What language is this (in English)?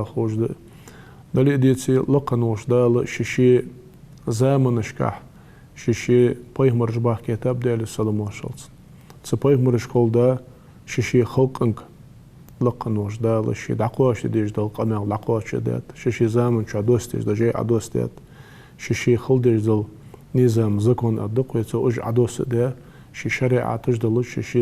Ingush